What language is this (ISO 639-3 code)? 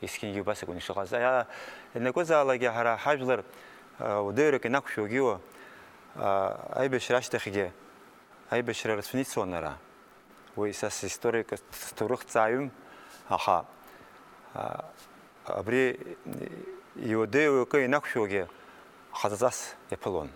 abk